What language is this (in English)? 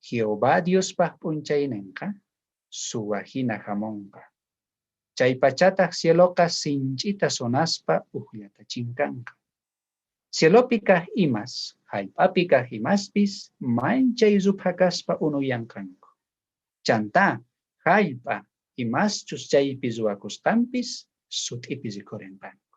South Bolivian Quechua